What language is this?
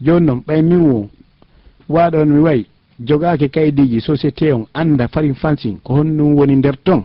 Fula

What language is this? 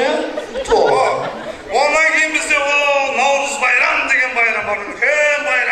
Kara-Kalpak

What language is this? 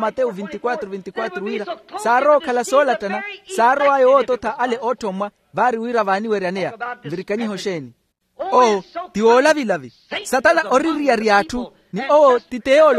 Makhuwa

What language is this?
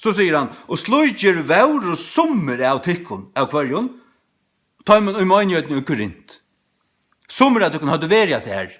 Faroese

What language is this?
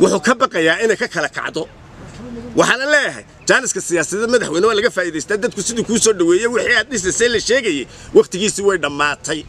Somali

